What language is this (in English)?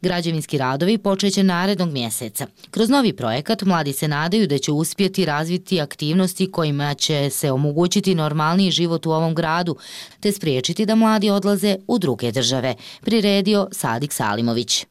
Bosnian